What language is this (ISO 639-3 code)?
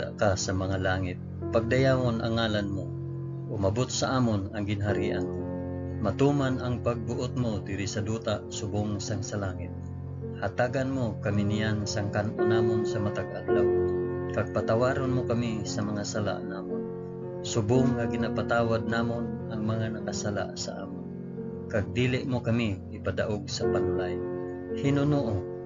hil